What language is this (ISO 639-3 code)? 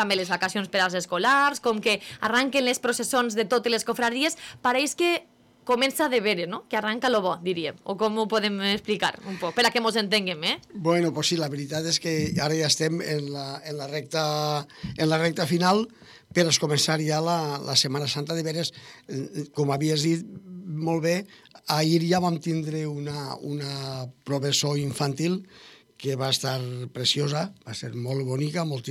cat